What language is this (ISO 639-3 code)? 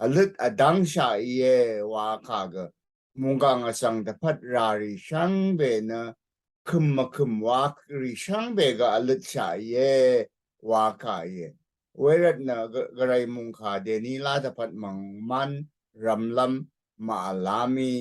raw